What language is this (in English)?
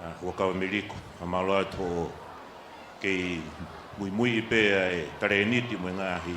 Tongan